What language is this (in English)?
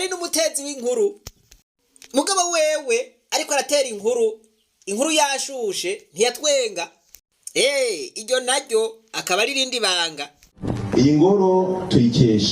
Rundi